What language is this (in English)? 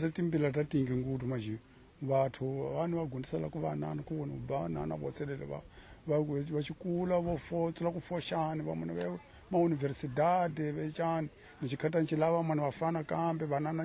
Tsonga